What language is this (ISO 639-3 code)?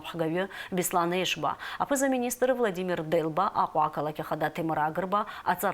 abk